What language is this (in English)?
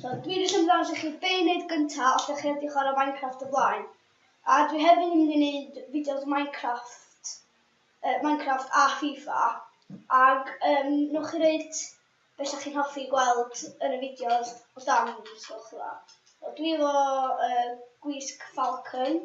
Welsh